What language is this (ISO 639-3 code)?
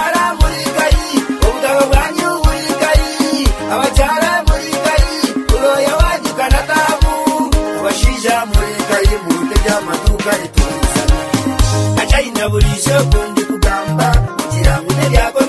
kin